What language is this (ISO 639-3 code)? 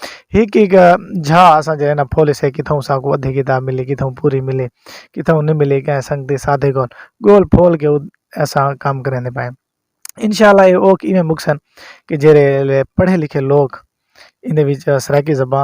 skr